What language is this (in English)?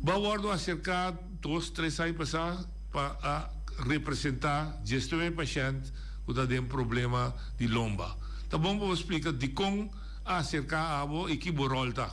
Papiamento